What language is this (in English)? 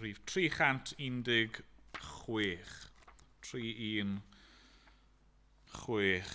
Welsh